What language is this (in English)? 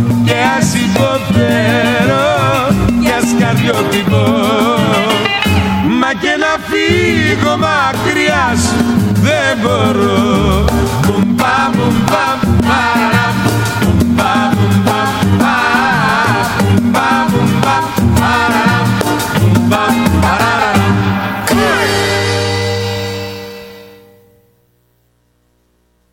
Greek